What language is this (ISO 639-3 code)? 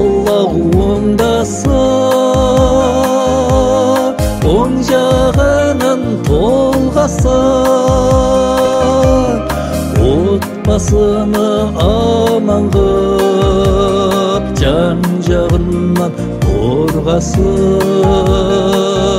kaz